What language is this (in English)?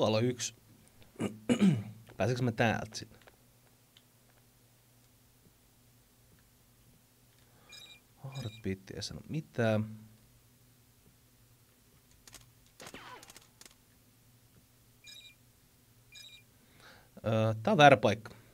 Finnish